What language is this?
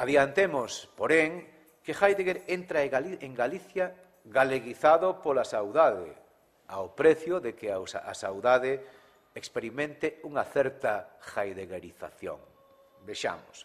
Galician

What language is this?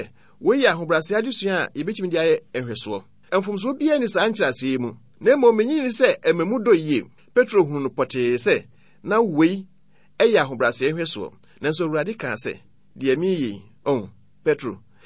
Akan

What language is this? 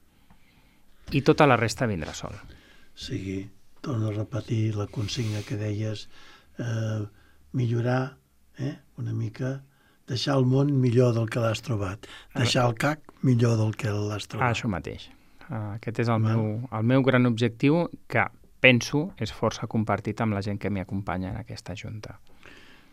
Catalan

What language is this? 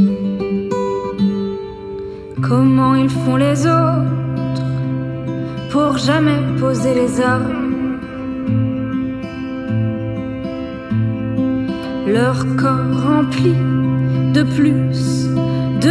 French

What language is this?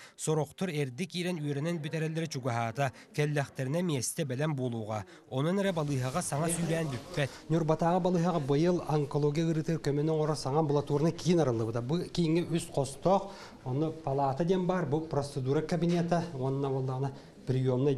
Yakut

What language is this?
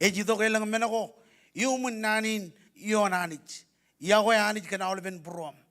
Marshallese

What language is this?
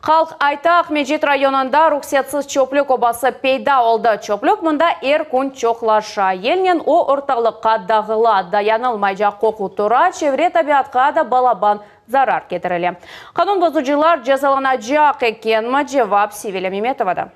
Crimean Tatar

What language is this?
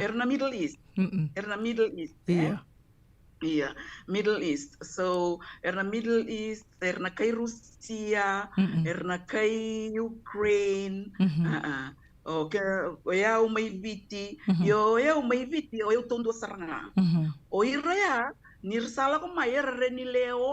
Fijian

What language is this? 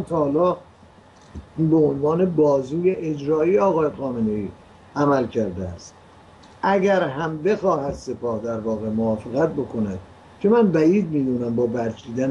Persian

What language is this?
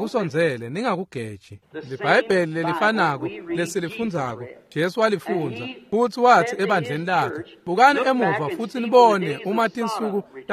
Swati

